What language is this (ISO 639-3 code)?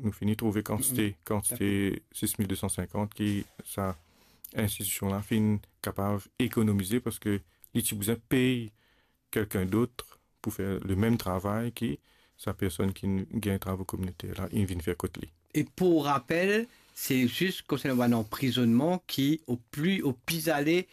mfe